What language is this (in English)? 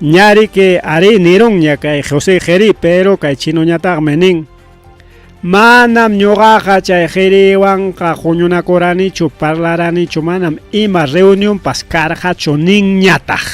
Ayacucho Quechua